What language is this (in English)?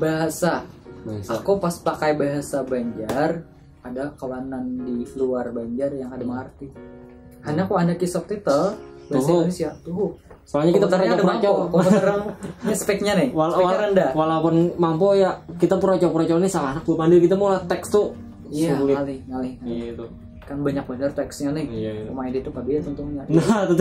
Banjar